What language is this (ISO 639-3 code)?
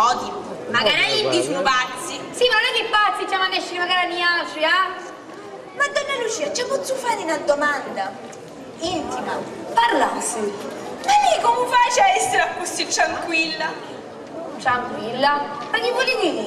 scn